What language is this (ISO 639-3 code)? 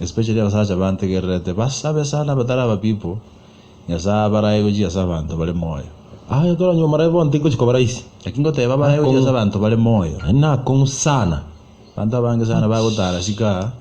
guz